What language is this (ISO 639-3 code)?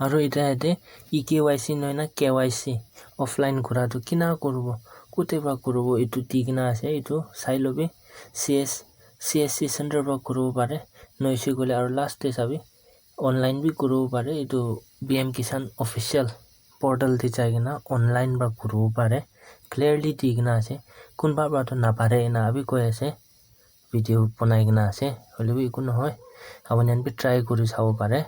nag